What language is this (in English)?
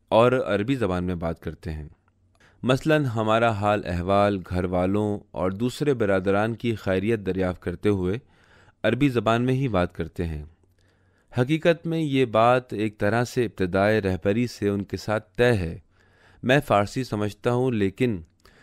Urdu